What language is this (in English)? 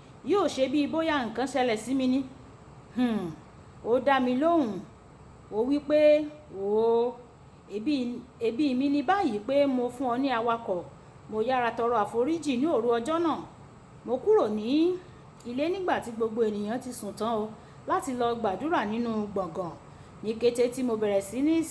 Yoruba